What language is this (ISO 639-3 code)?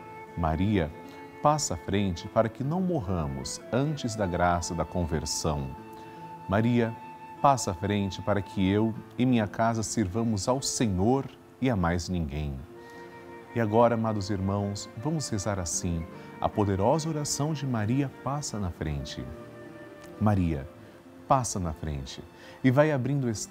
por